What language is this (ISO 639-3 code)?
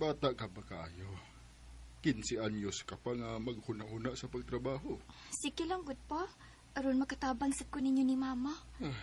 ceb